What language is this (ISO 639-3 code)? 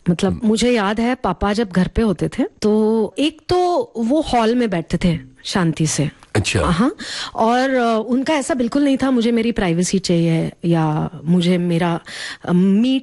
hin